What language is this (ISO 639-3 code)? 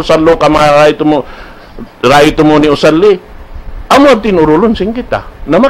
tsg